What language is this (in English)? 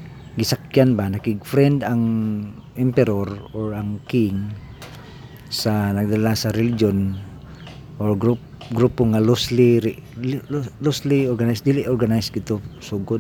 Cebuano